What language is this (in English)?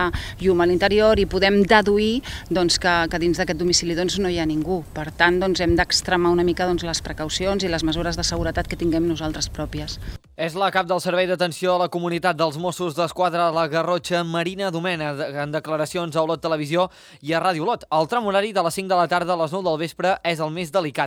Catalan